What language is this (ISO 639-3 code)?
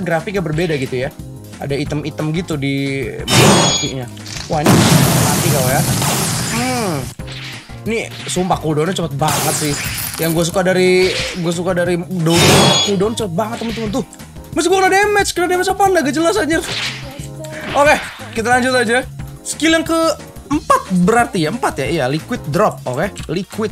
ind